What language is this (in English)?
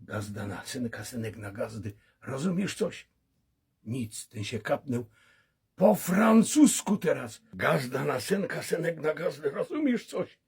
Silesian